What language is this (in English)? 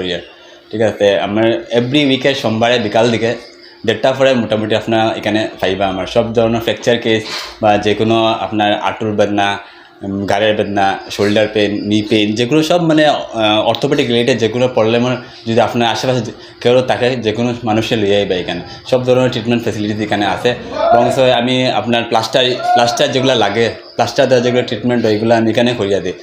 Sylheti